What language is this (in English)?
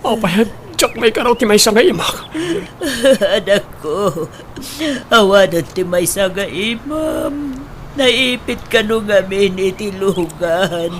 Iloko